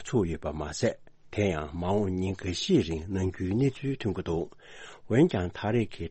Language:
Tibetan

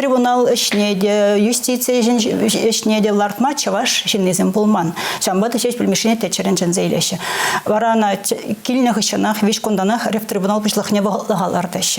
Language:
Chuvash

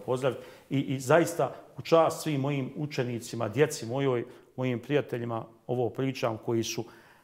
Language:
Bosnian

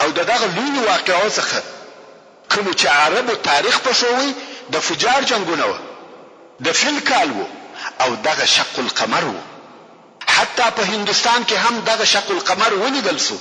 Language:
Pashto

